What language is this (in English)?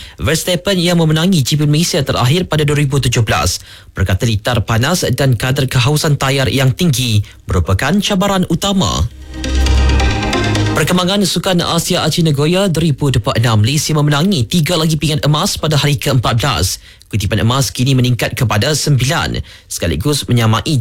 Malay